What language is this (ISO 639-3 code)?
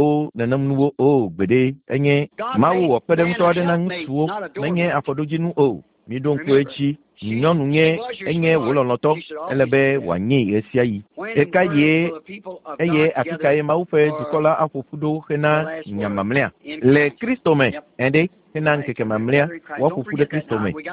ewe